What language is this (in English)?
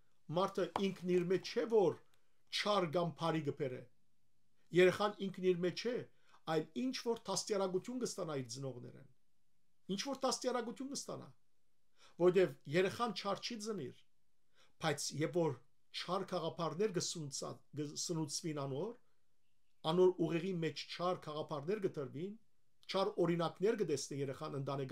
Western Armenian